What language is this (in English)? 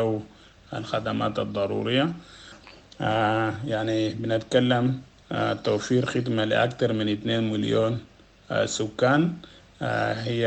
Sudanese Arabic